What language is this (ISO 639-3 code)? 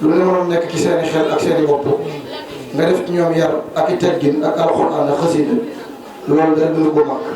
wol